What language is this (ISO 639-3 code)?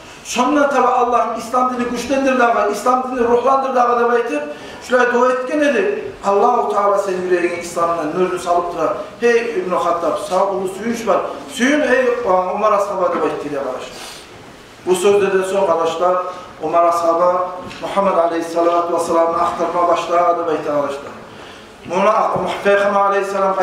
kum